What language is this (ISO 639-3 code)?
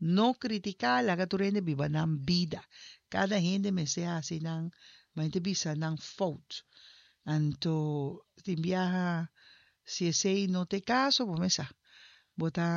pap